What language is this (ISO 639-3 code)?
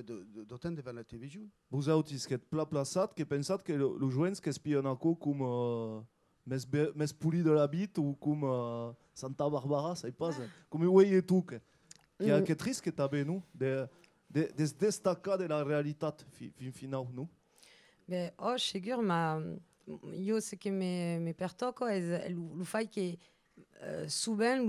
oci